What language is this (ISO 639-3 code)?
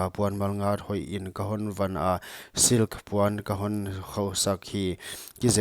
pck